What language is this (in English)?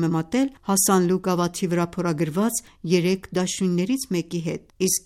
Armenian